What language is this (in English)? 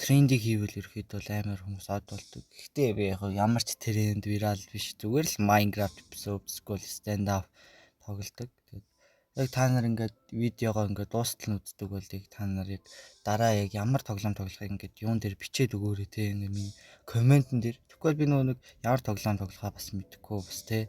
Mongolian